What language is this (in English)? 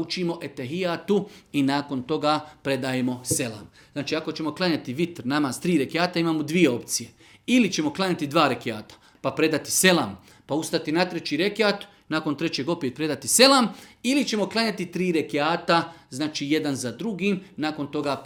Bosnian